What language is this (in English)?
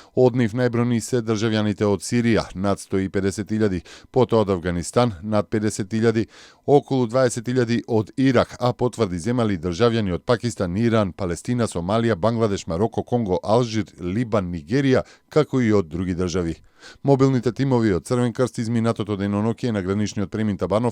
Macedonian